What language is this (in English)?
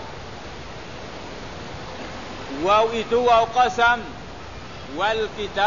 Malay